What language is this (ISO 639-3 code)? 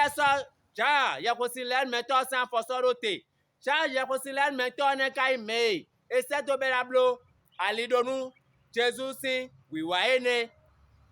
fon